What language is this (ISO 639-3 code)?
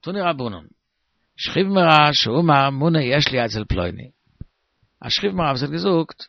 yid